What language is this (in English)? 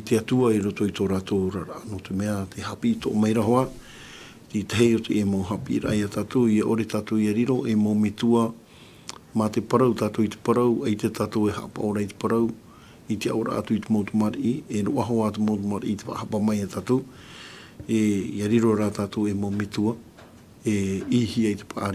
Tahitian